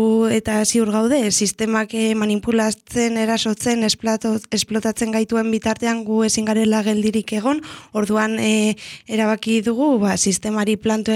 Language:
Basque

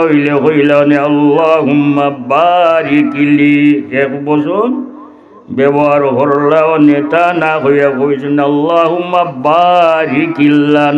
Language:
Sylheti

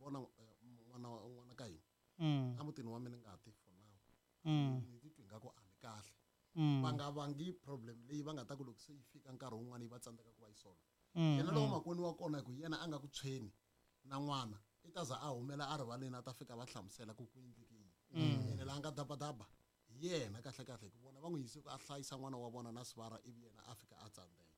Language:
Tsonga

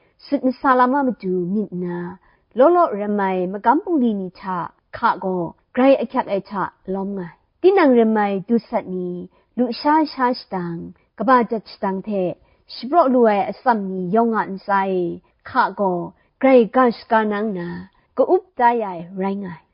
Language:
Kachin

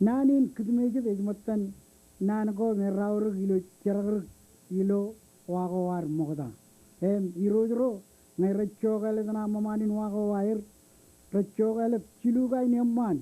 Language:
Marshallese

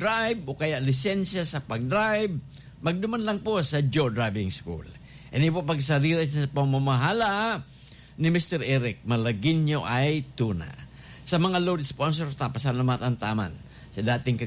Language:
Bikol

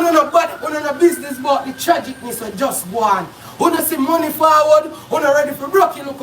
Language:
Jamaican Creole English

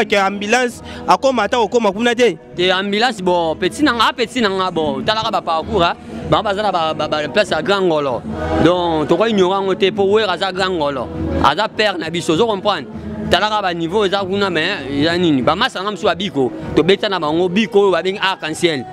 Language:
Lingala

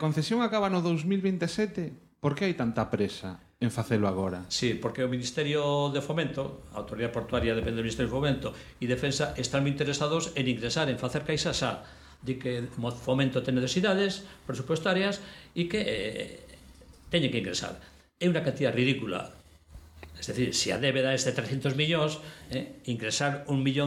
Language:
Galician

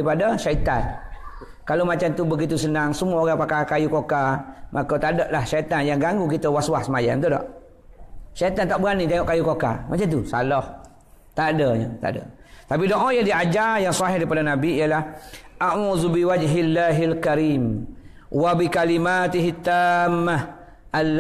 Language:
Malay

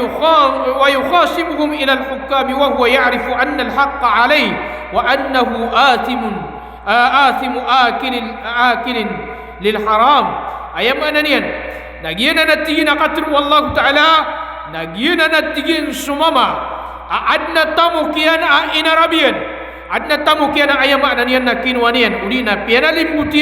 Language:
Maranao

